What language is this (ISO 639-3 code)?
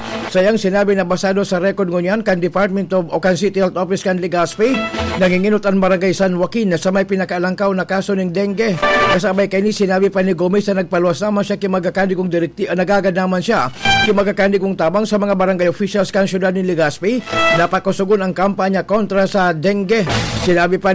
bik